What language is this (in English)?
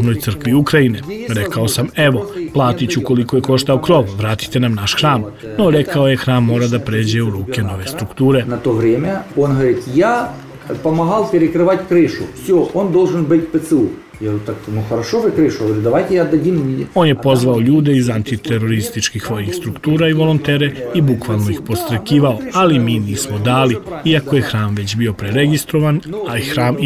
Serbian